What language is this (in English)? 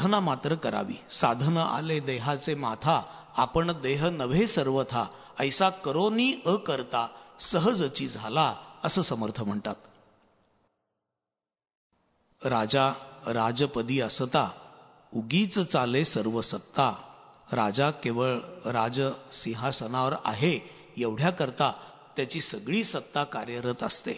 Marathi